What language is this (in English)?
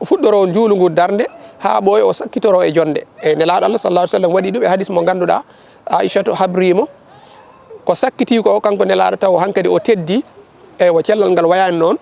Fula